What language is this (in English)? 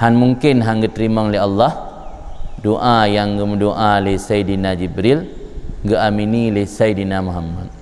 Achinese